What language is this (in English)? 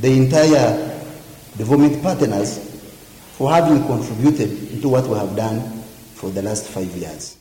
Nyoro